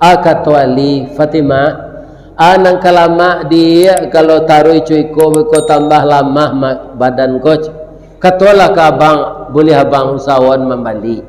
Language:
Minangkabau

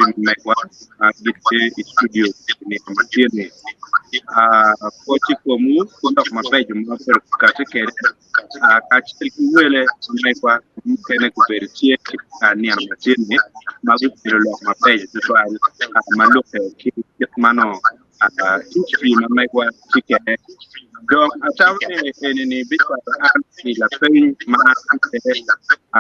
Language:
Acoli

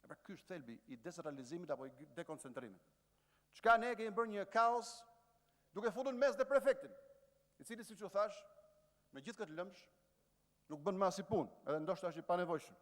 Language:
Albanian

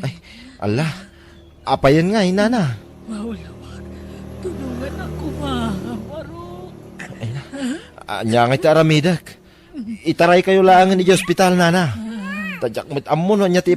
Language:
Iloko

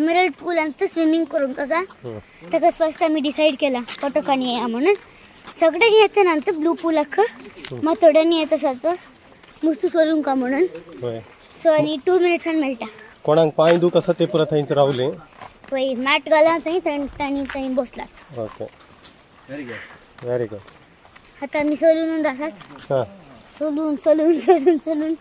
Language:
Konkani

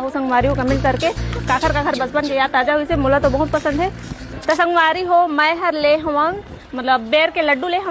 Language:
Chhattisgarhi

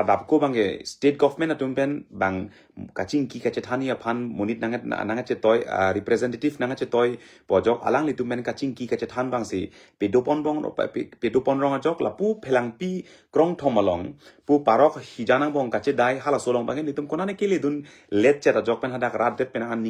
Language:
Karbi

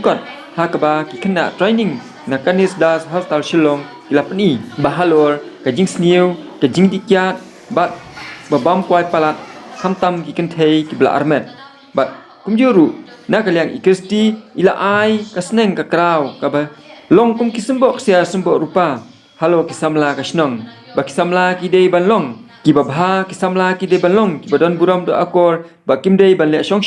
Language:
Khasi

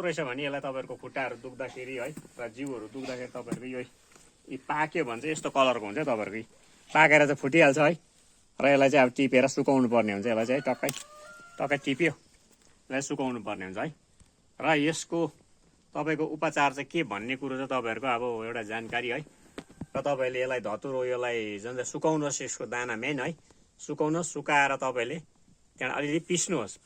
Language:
Nepali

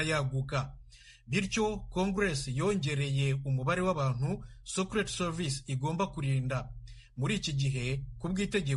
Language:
Kinyarwanda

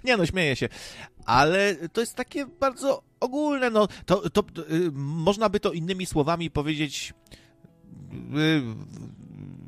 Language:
Polish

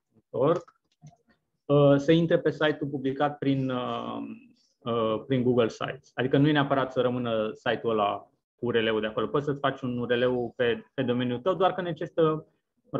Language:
Romanian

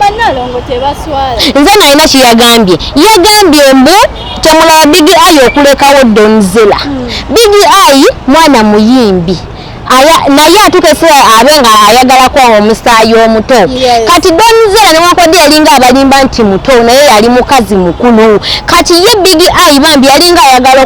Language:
Ganda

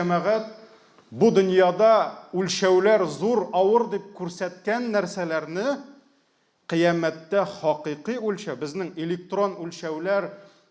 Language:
Tatar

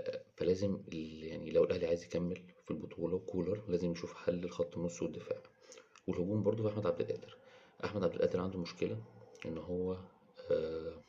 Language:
Egyptian Arabic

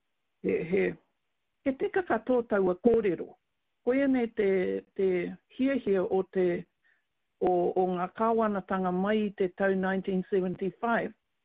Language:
Māori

